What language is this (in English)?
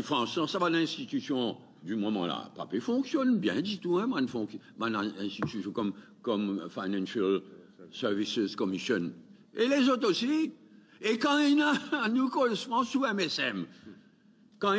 Morisyen